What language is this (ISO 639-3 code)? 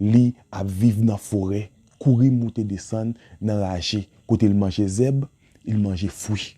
hat